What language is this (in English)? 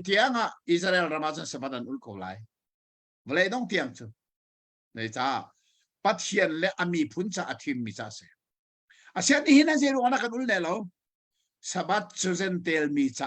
Hakha Chin